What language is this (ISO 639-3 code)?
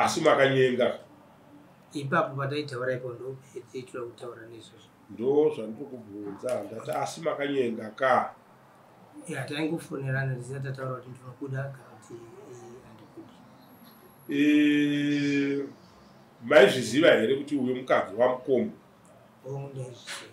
sna